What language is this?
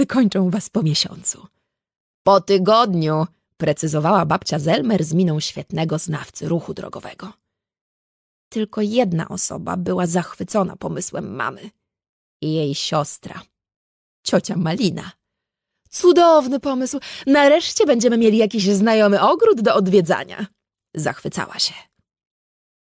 Polish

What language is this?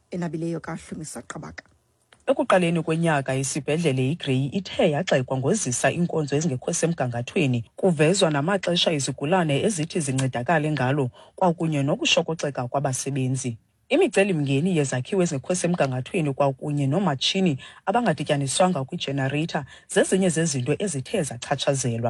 Xhosa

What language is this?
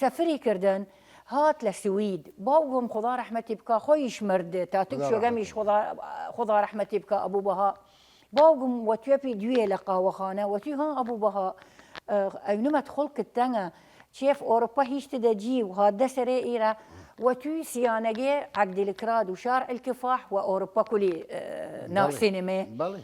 Southern Kurdish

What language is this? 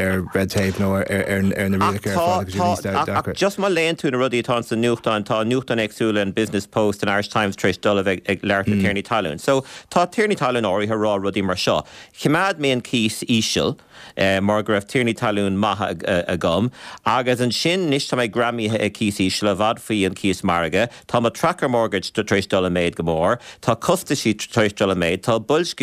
Irish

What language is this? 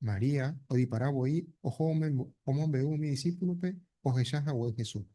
Guarani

